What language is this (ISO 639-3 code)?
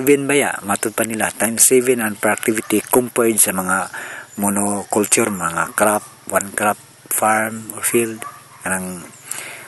ceb